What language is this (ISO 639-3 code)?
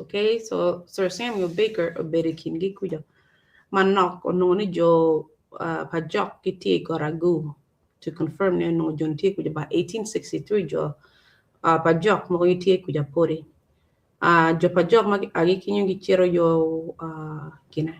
ach